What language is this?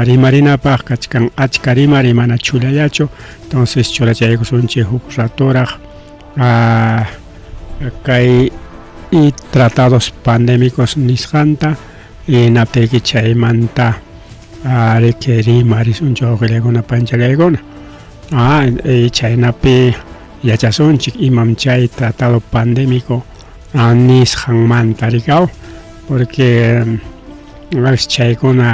Ayacucho Quechua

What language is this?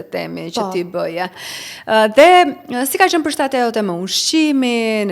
Albanian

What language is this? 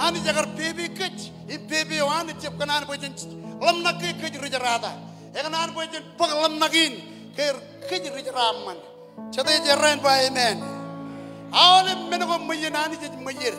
Marshallese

